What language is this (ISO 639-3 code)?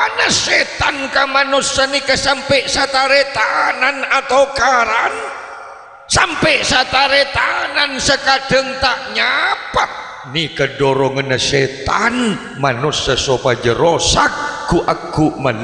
mad